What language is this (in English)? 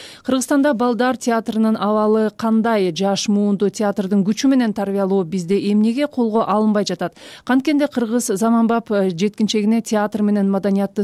Kyrgyz